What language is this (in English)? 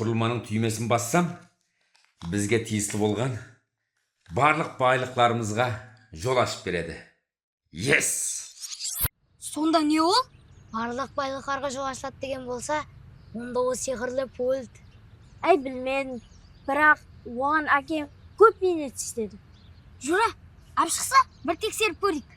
Kara-Kalpak